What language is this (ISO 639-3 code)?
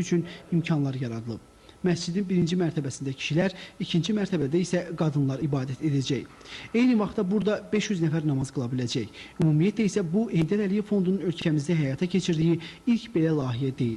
aze